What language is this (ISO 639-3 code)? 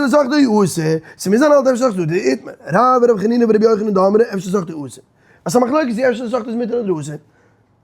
yid